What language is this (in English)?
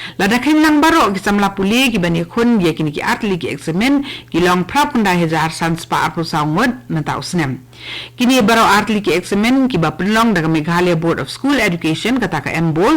Khasi